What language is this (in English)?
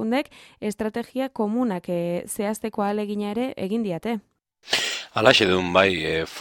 Basque